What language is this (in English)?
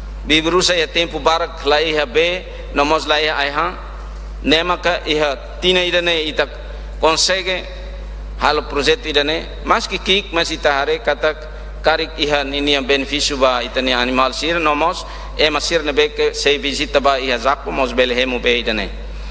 Tetum